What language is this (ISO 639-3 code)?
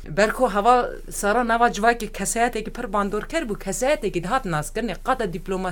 kur